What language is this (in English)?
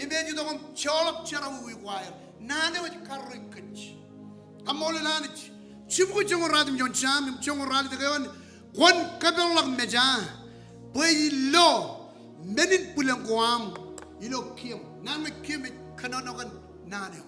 Marshallese